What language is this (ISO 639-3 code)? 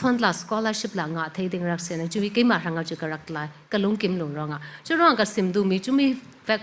cfm